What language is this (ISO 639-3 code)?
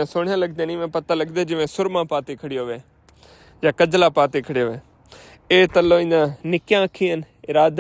skr